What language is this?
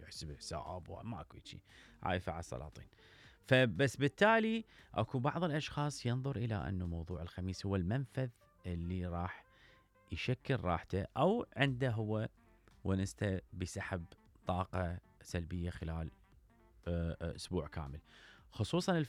Mesopotamian Arabic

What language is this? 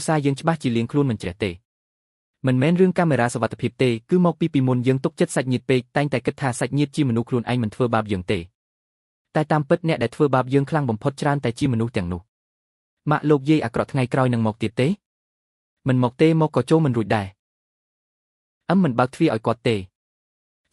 Khmer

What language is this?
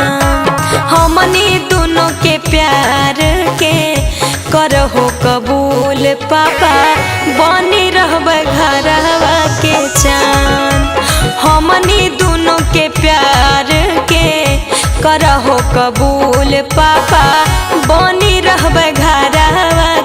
Magahi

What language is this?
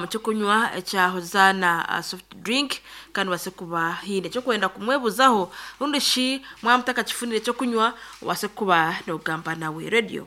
Nyankole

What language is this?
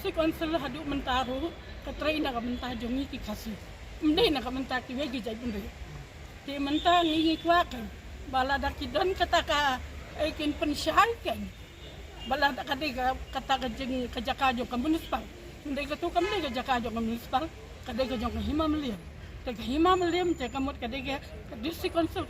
Khasi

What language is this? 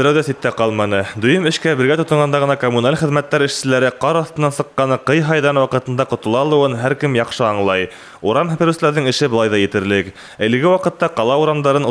Bashkir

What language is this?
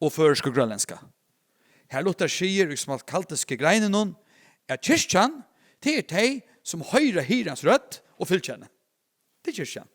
Faroese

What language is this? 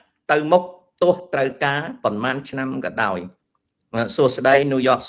Khmer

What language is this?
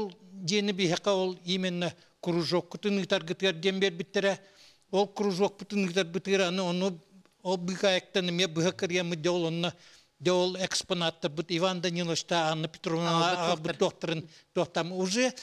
Yakut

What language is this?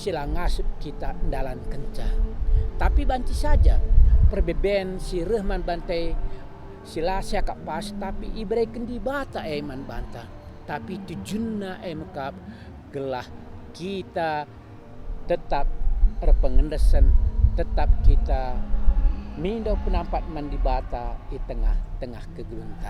Batak Karo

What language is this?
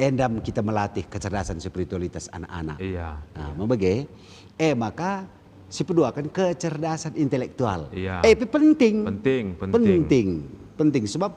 Batak Karo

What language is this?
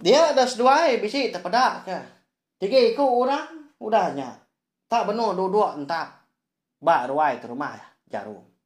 Iban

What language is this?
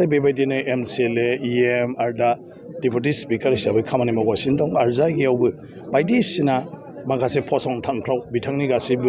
Bodo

